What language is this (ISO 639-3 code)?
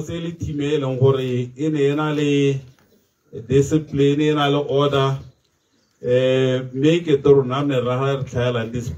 tsn